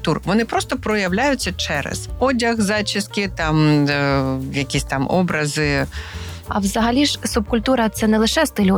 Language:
Ukrainian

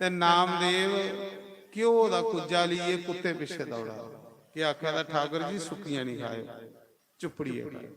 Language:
Dogri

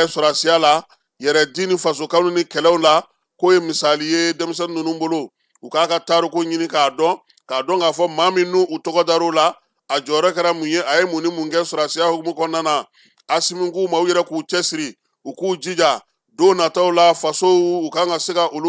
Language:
Bambara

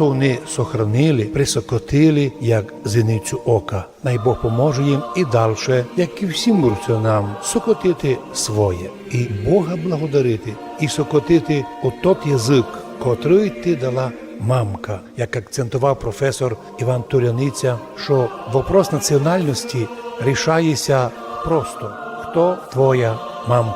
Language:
Rusyn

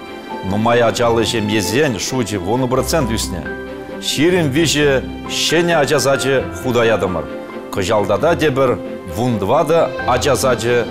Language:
Chuvash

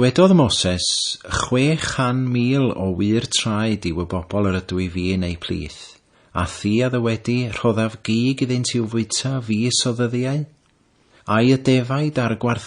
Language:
Welsh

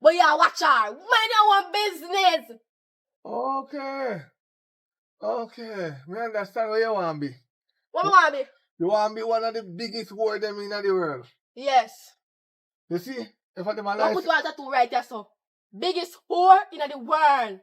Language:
Jamaican Creole English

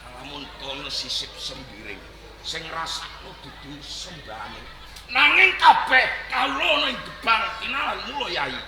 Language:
Javanese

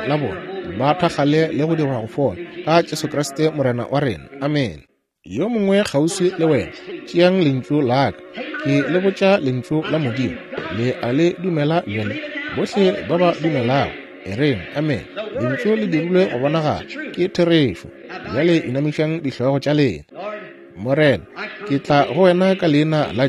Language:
Northern Sotho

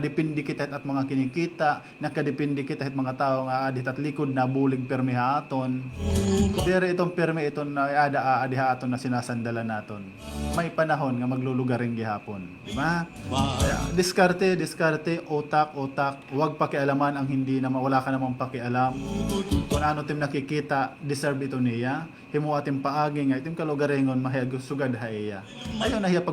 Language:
Waray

